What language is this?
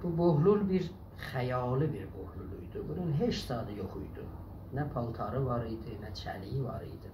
South Azerbaijani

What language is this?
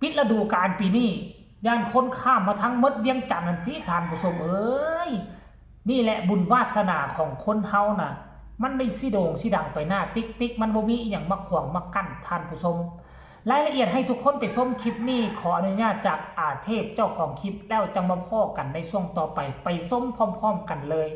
Northeastern Thai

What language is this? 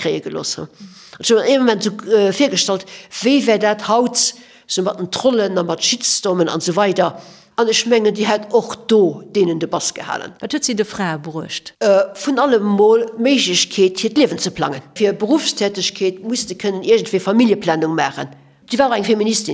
Luxembourgish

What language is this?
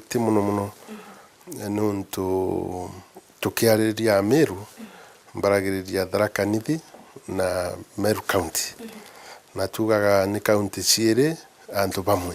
Meru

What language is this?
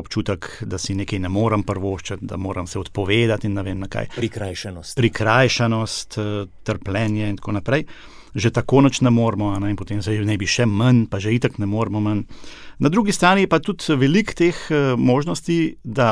Slovenian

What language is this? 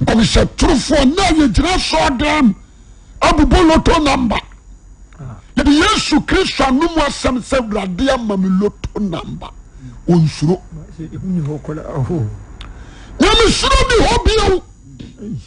Akan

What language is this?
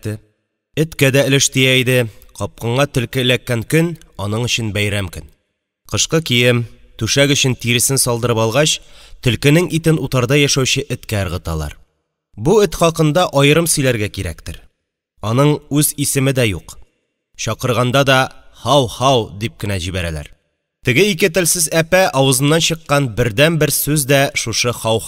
Tatar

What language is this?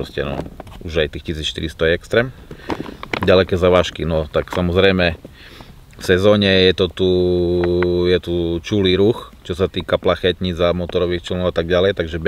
Slovak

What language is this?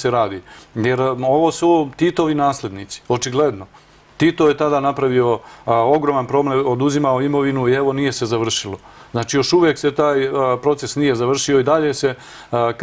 Serbian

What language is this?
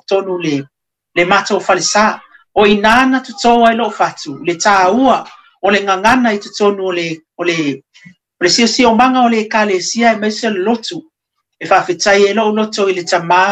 Samoan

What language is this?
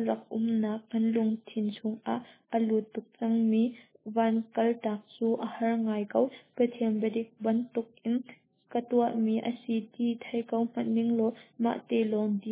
Hakha Chin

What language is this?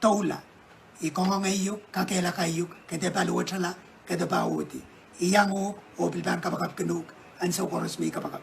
Pohnpeian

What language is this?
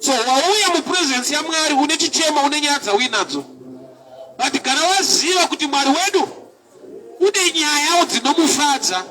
Shona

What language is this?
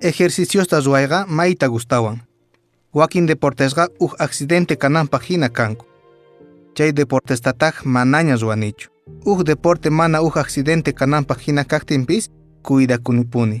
Quechua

